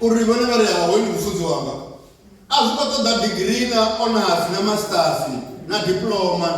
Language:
Venda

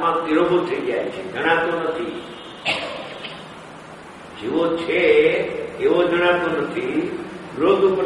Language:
Gujarati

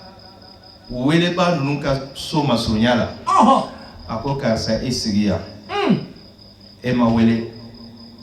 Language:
Bambara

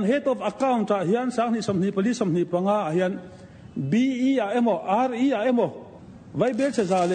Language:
Mizo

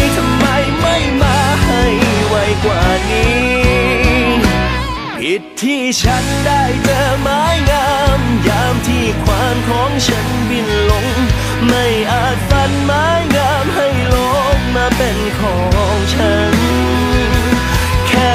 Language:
Thai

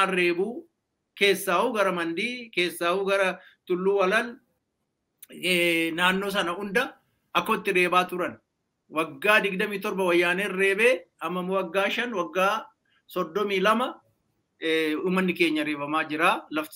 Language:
Oromo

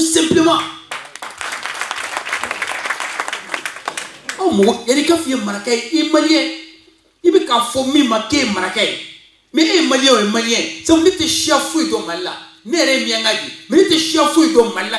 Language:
French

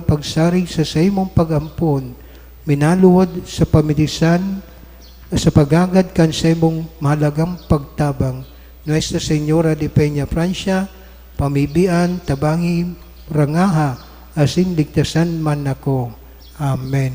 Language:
Bikol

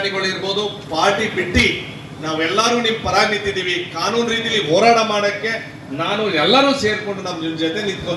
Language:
Kannada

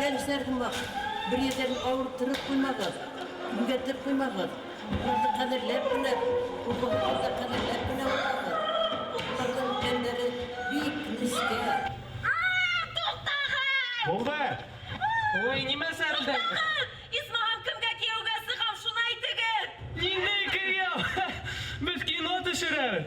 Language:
Bashkir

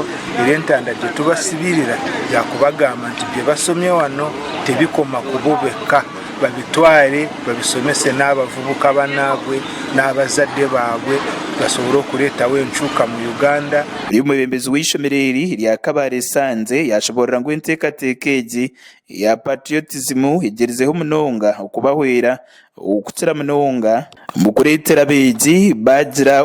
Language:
Nyankole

